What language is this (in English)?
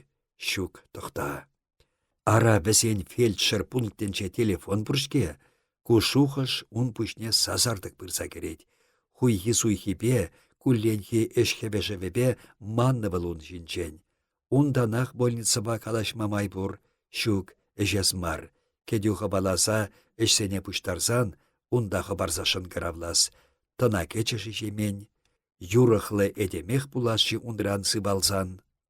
Chuvash